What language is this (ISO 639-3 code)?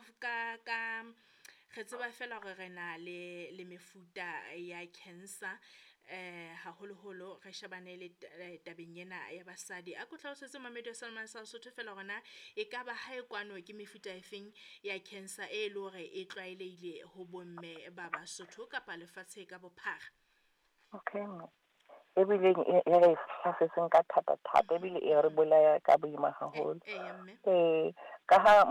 sot